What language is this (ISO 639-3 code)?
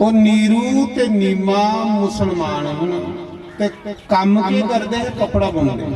doi